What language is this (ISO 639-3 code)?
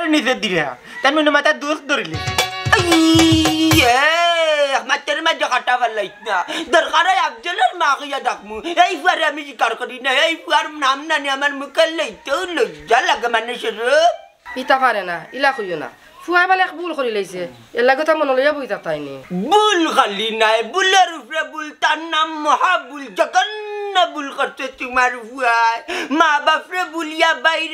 syl